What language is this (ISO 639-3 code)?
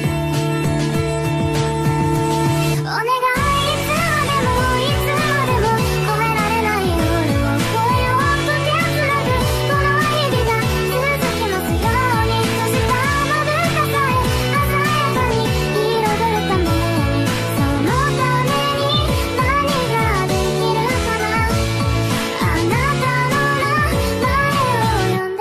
jpn